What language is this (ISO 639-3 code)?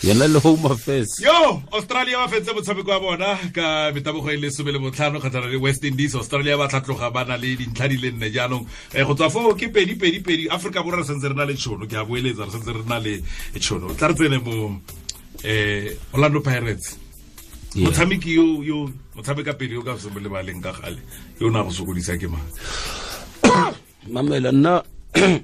tsn